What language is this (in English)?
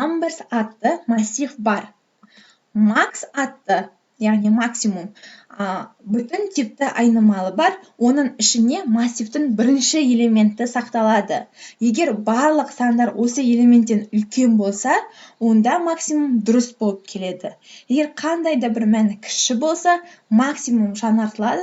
Kazakh